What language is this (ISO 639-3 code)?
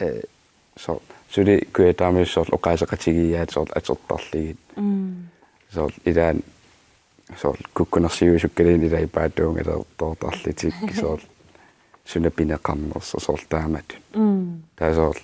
kal